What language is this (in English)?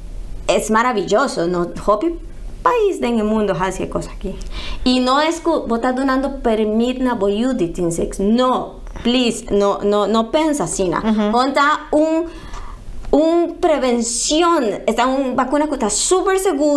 Papiamento